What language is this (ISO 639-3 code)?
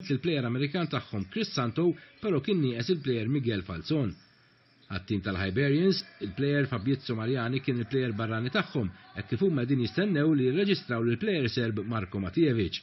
mlt